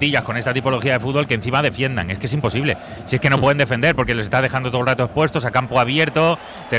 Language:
Spanish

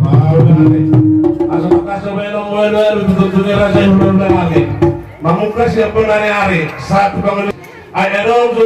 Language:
Batak Toba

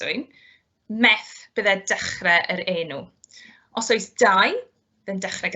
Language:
Welsh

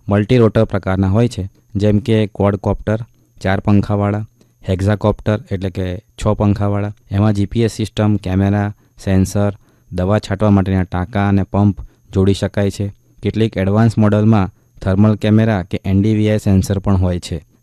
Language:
Gujarati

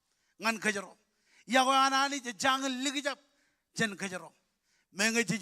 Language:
Marshallese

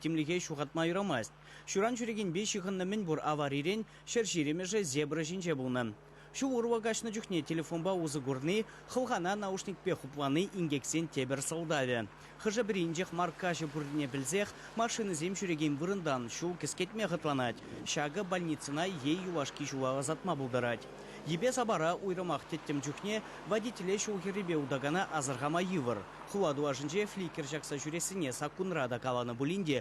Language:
Chuvash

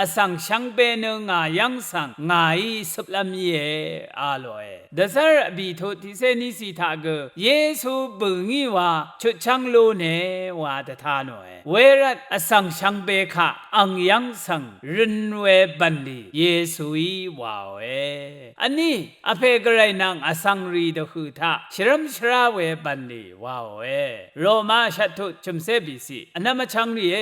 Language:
Rawang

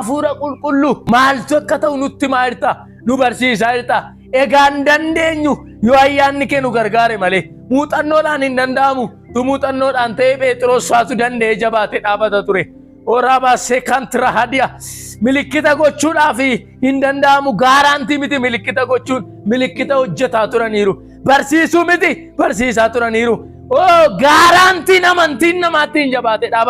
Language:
Oromo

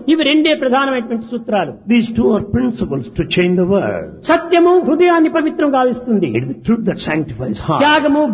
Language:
Telugu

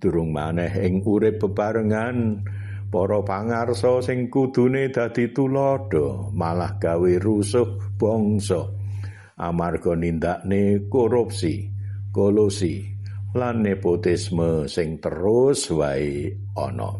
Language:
Javanese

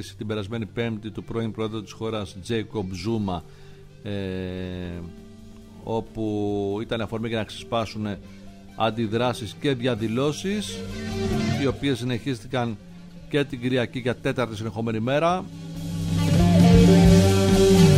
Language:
Greek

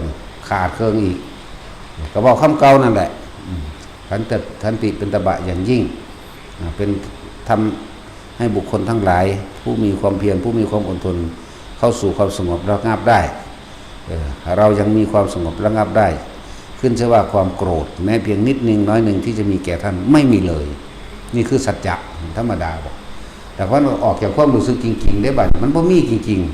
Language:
Northeastern Thai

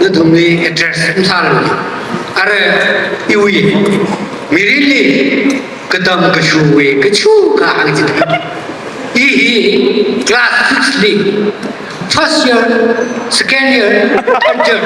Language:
Tangkhul Naga (India)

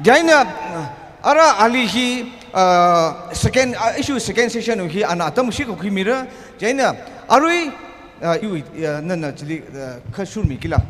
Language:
Tangkhul Naga (India)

